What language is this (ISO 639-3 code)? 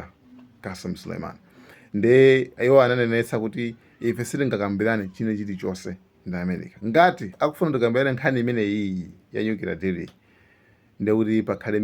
nya